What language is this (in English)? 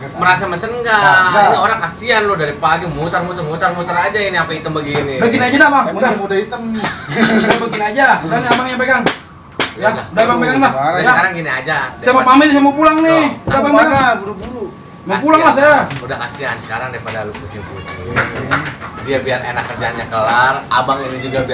Betawi